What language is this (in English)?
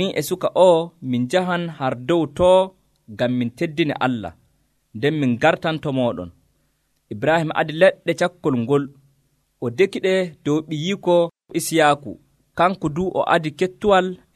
Nigerian Fulfulde